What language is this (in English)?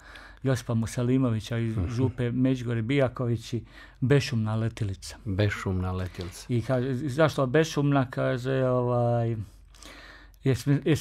Croatian